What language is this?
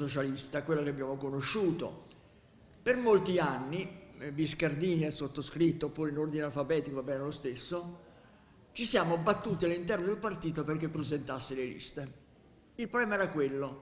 Italian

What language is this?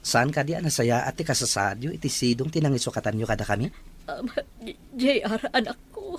Iloko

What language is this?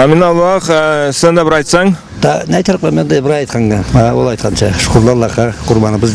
Karachay-Balkar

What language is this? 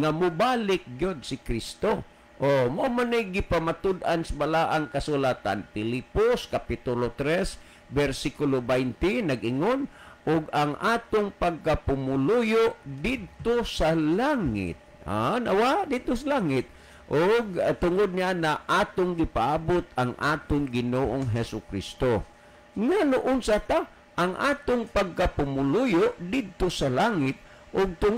Cebuano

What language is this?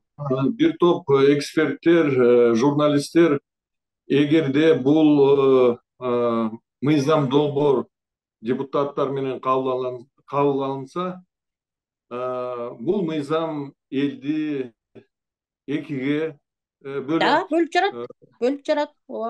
Kyrgyz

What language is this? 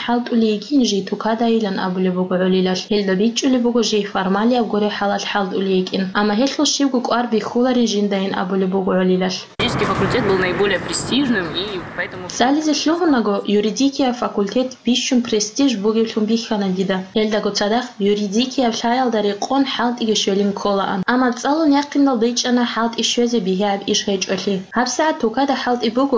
Avaric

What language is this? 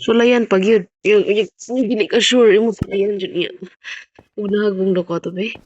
Cebuano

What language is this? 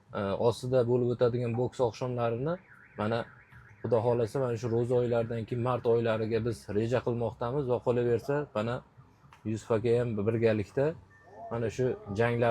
Uzbek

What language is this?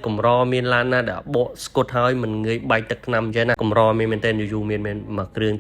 Khmer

